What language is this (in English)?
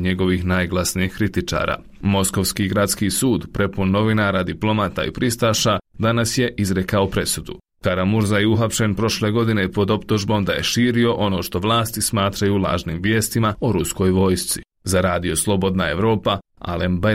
Bosnian